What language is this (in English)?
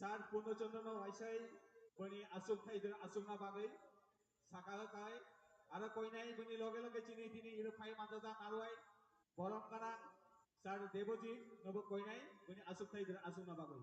Kok Borok